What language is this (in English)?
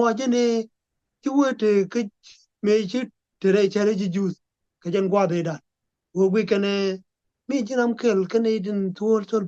Nuer